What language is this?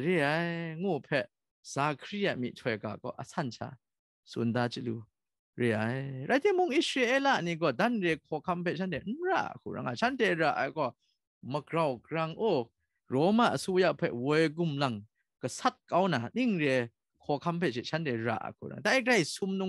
Kachin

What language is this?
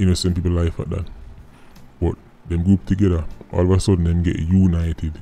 Jamaican Creole English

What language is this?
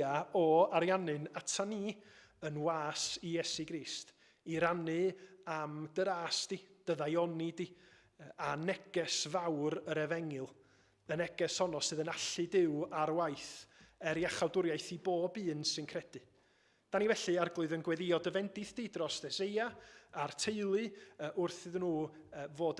Welsh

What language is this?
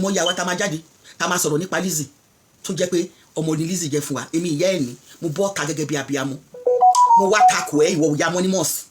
Yoruba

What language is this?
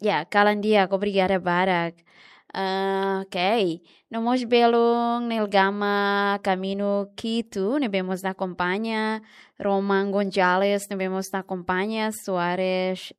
Tetum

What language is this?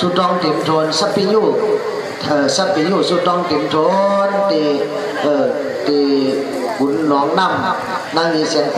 Shan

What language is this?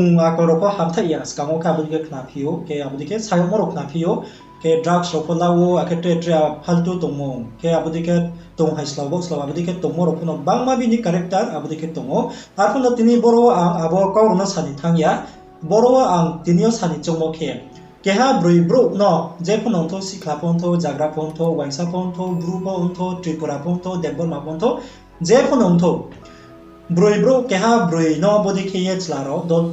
Riang (India)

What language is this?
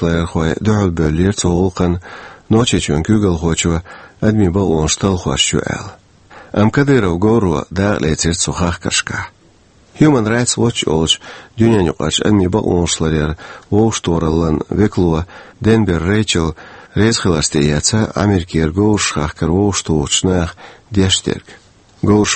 Chechen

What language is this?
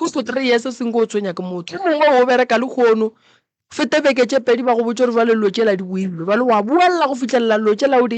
Northern Sotho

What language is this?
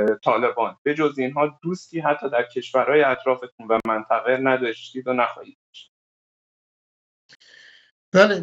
Persian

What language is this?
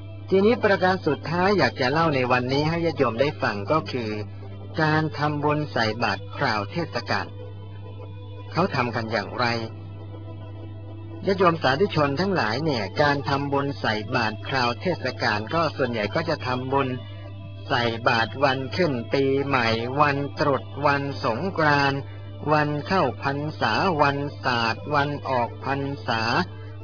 Thai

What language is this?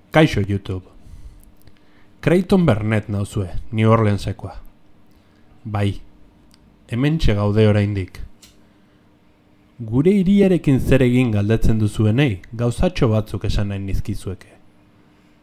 Basque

